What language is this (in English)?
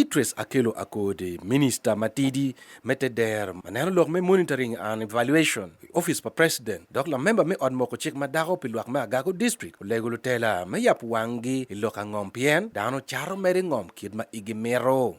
Acoli